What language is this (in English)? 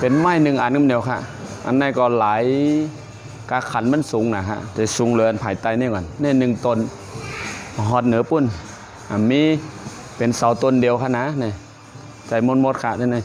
Shan